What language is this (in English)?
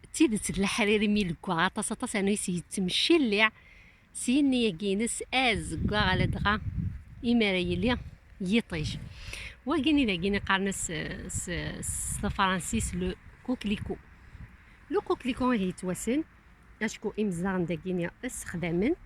Kabyle